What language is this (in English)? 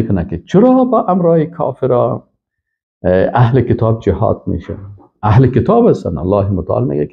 Persian